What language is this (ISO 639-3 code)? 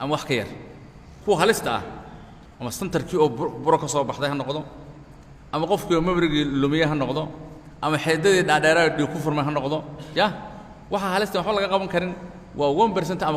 som